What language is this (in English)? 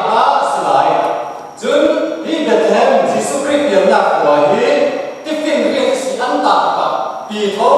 Falam Chin